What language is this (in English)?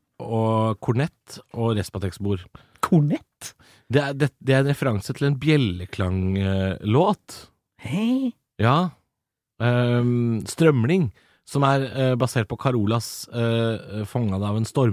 Norwegian